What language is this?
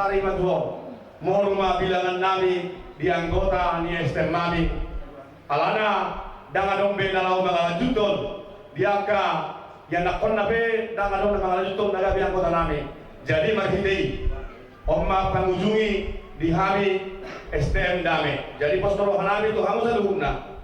Batak Toba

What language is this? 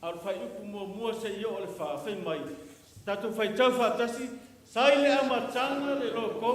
Samoan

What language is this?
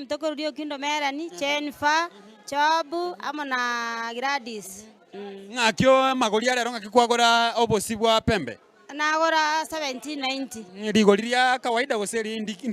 Gusii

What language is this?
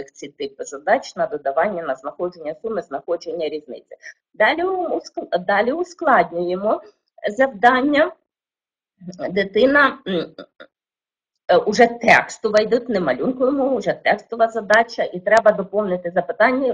Ukrainian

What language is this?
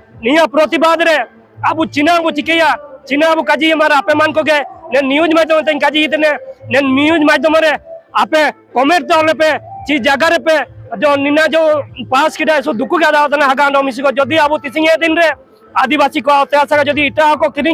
Ho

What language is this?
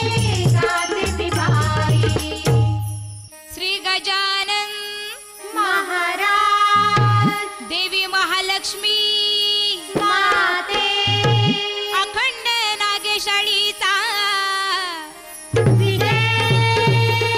Marathi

